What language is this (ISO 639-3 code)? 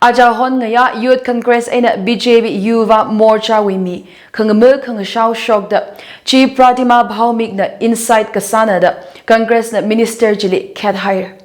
nmf